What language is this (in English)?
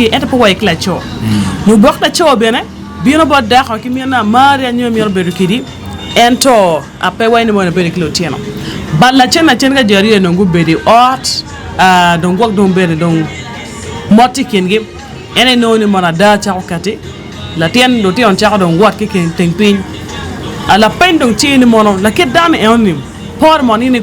Acoli